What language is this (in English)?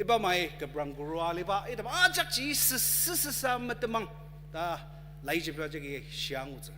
Ao Naga